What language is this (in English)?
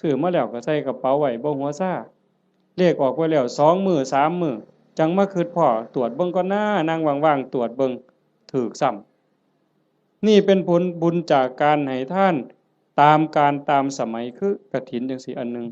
Northeastern Thai